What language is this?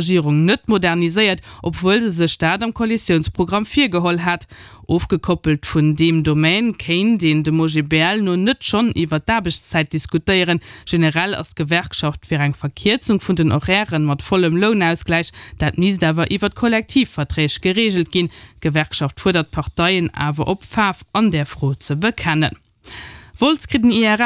Luxembourgish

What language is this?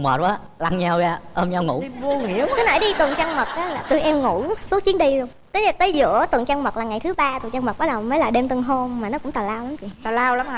Vietnamese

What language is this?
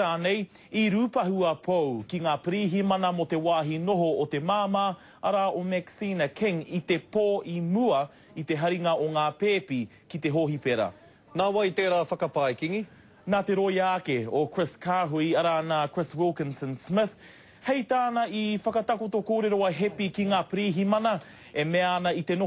Māori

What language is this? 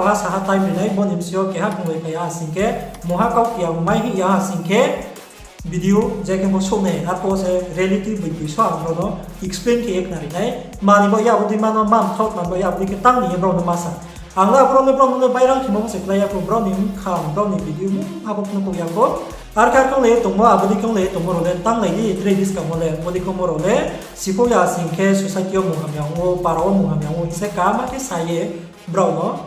Riang (India)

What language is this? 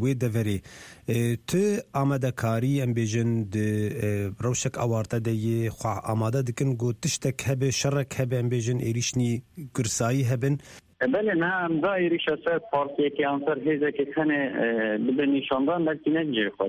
Kurdish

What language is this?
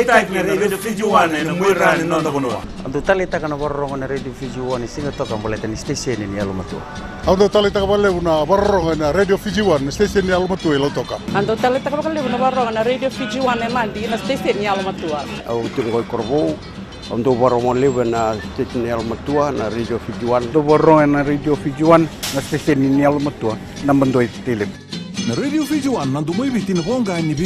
Fijian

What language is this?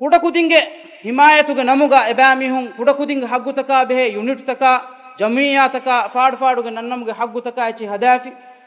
Divehi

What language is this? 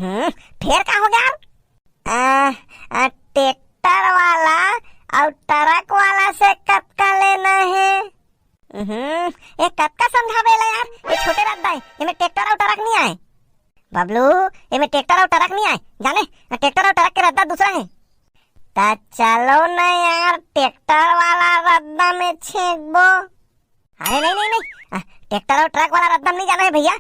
Chhattisgarhi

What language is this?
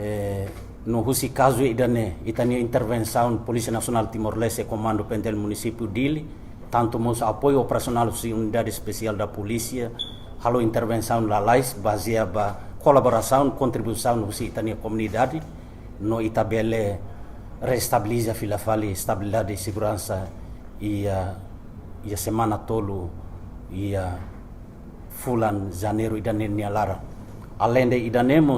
Tetum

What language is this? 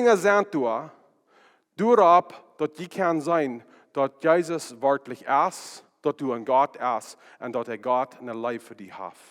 Plautdietsch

